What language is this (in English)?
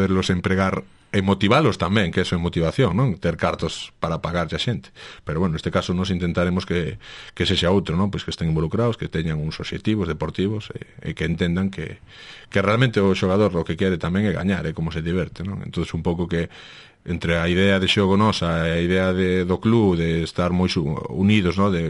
Galician